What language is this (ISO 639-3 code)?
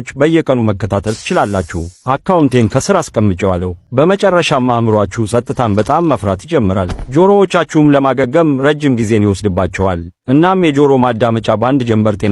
amh